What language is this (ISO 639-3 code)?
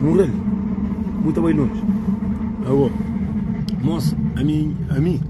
kea